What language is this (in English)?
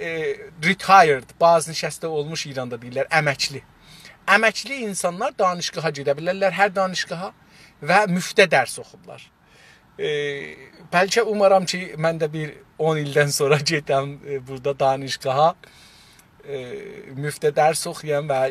South Azerbaijani